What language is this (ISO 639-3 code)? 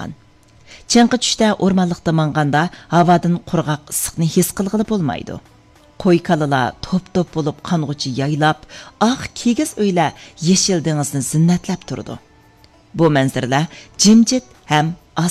uig